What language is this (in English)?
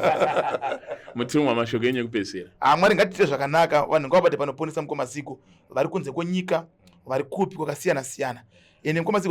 Shona